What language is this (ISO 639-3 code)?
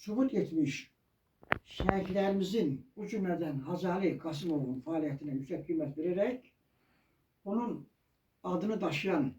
aze